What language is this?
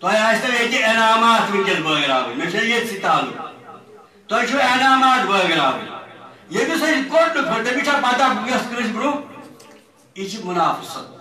Kashmiri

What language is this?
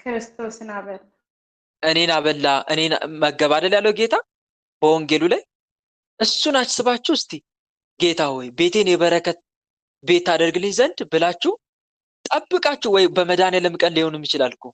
Amharic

